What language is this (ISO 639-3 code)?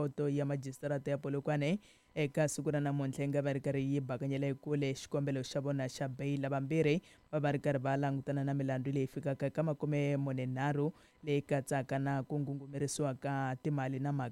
tso